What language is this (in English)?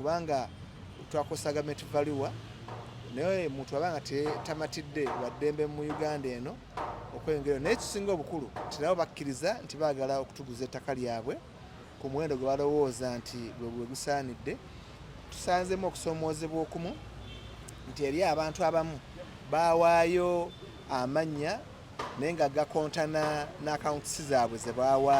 Ganda